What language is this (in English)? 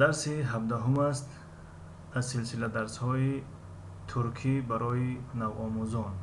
Tajik